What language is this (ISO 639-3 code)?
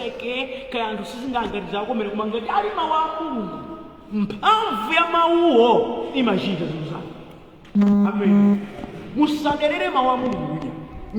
nya